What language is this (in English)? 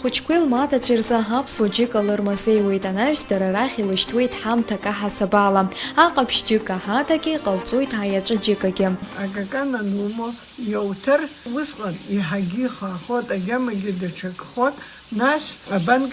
Abkhazian